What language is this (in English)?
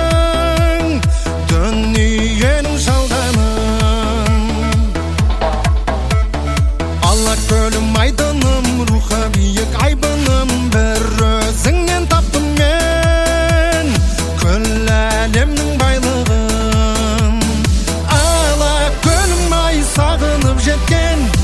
Kazakh